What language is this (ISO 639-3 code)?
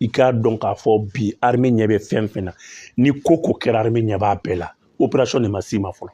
bam